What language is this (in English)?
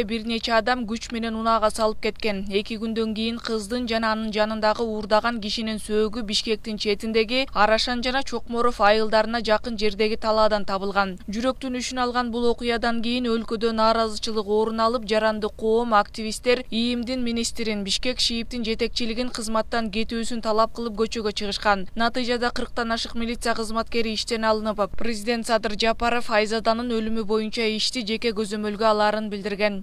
Kyrgyz